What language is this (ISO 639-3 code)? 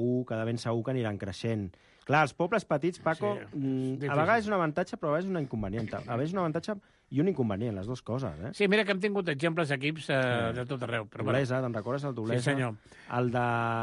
cat